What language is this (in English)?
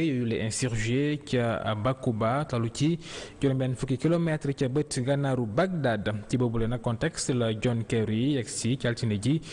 Wolof